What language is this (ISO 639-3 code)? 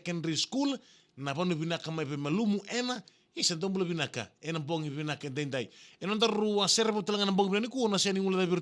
fij